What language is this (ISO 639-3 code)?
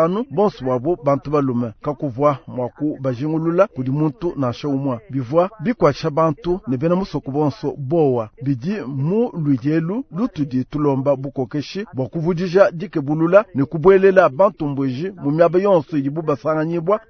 lua